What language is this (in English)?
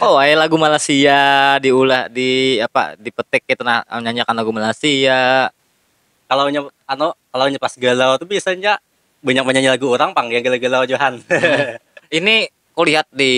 Banjar